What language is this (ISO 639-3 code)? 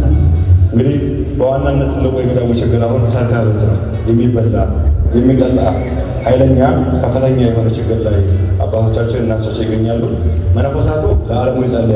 amh